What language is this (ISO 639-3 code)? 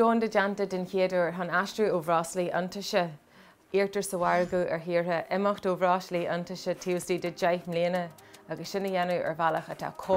gle